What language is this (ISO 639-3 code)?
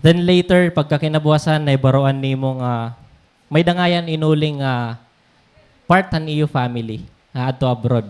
war